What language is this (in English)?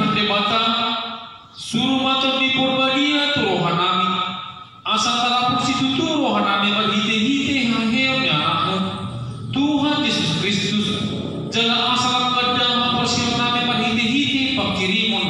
Batak Toba